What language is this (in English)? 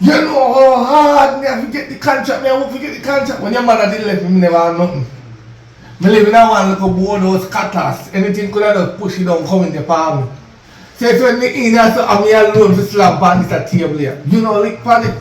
Jamaican Creole English